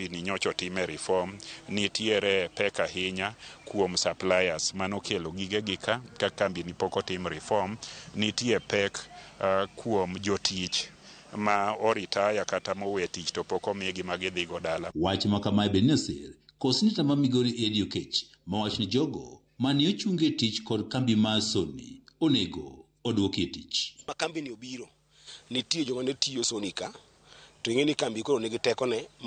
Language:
Luo (Kenya and Tanzania)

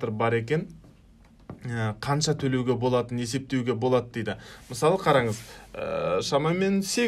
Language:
Kazakh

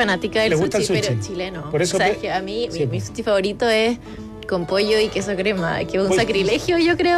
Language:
Spanish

